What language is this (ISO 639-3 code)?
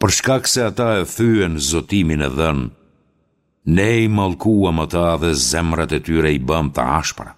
sqi